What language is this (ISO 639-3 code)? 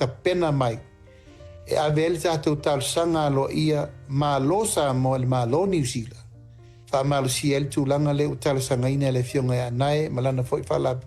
smo